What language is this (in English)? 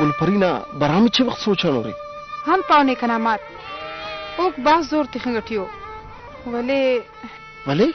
Brahui